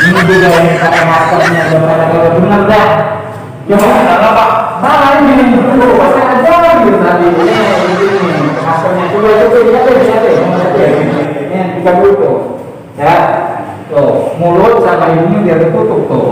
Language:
Betawi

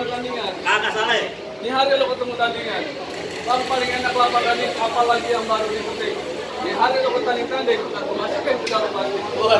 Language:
Betawi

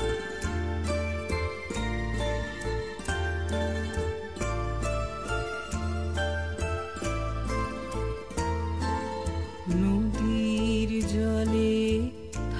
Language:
Bangla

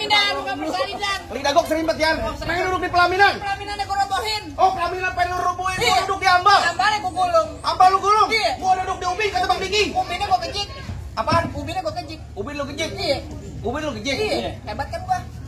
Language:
Betawi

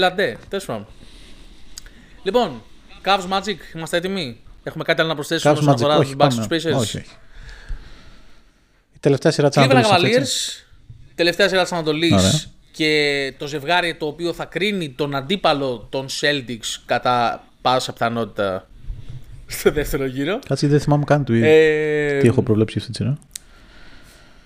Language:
Greek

